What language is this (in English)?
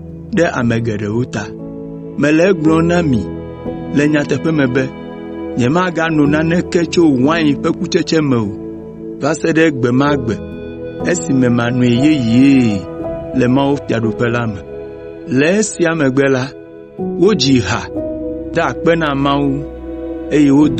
Ewe